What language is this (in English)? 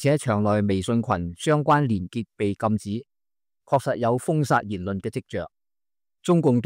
Cantonese